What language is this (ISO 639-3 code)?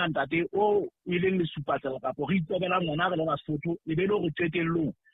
sot